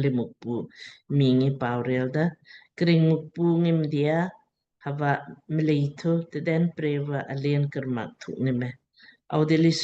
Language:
Lamkang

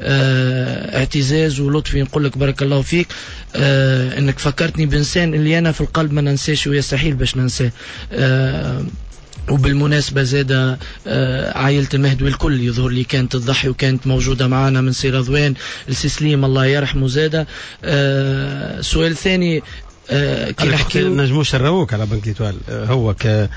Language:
Tunisian Arabic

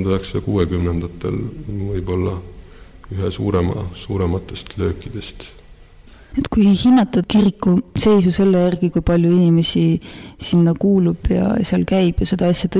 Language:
Estonian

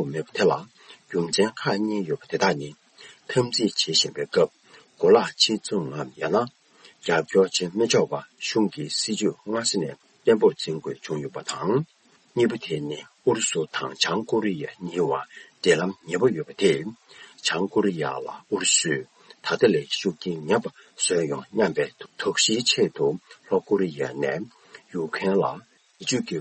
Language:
Tibetan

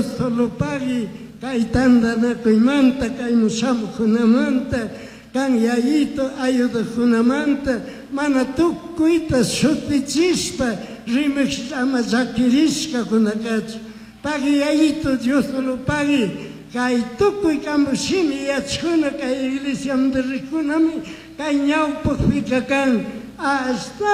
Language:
Chimborazo Highland Quichua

